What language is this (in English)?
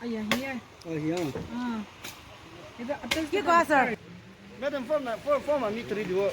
Naga Pidgin